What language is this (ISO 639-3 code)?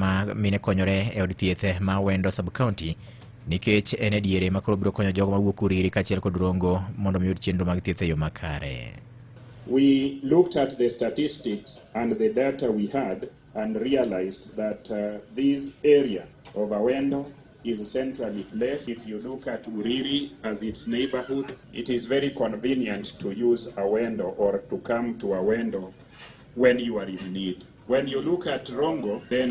luo